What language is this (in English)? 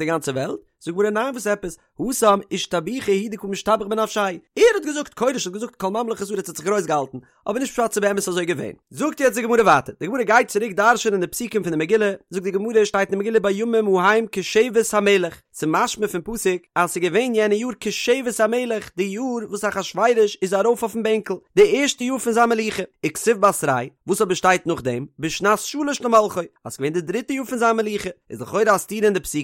Yiddish